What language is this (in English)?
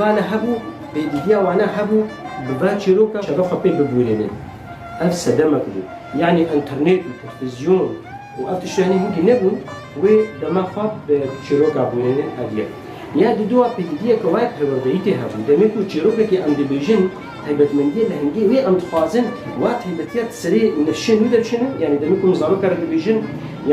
Kurdish